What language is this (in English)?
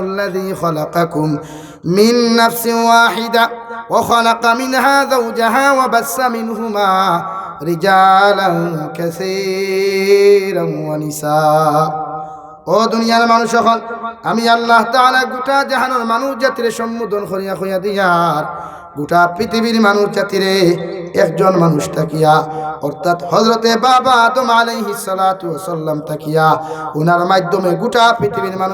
Sylheti